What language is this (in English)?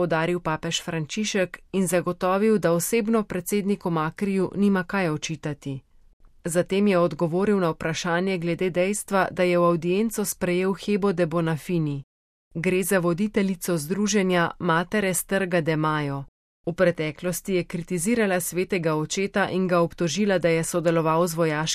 Slovenian